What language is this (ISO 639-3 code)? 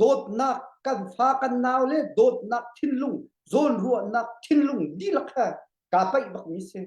cnh